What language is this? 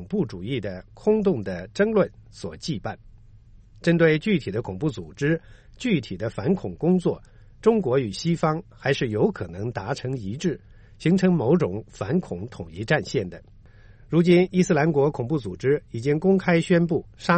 Chinese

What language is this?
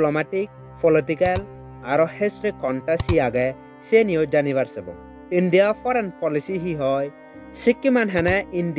Chakma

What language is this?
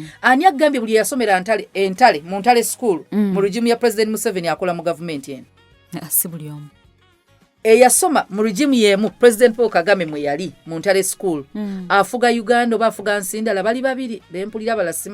Ganda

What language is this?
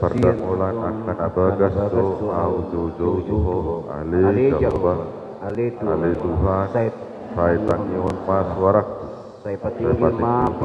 Batak Toba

